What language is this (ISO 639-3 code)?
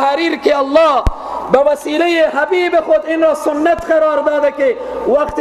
fas